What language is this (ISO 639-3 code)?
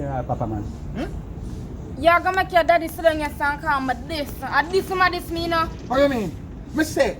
jam